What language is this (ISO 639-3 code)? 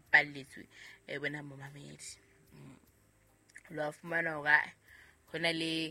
sot